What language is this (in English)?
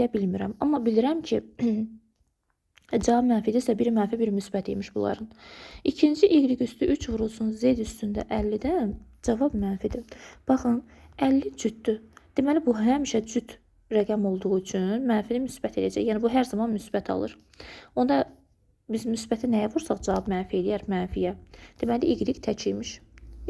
Azerbaijani